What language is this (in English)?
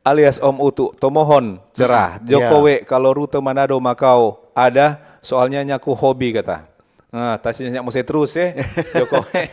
Manado Malay